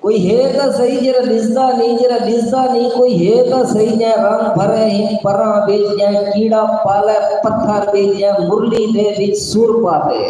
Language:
Saraiki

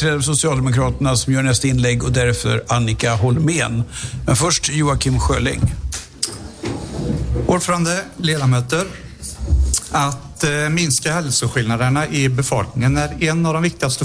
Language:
Swedish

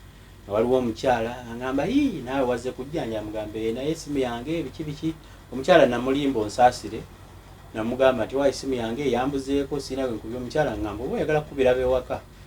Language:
Ganda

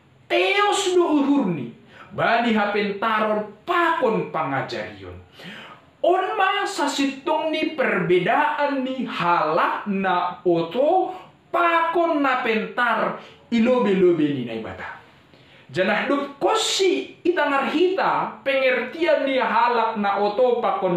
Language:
Batak Simalungun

